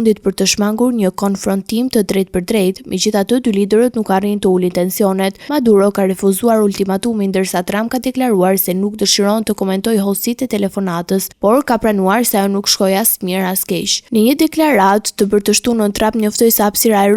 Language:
Albanian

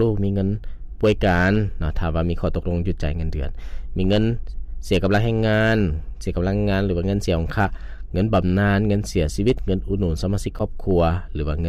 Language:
Lao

